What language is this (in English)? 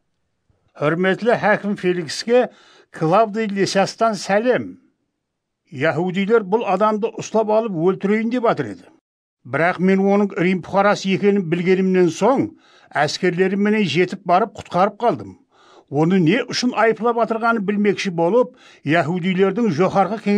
Kara-Kalpak